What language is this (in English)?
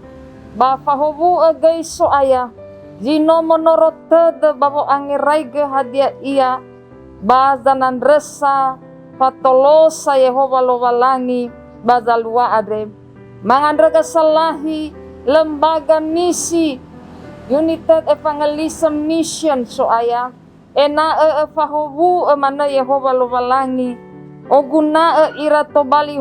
Nias